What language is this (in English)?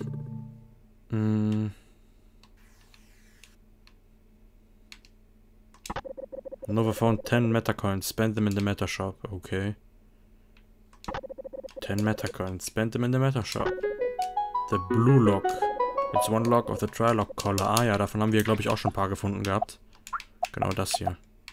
German